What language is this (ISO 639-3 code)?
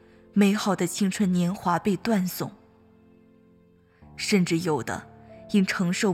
zho